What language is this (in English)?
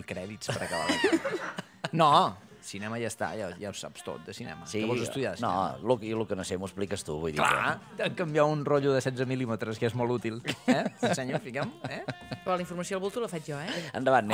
Catalan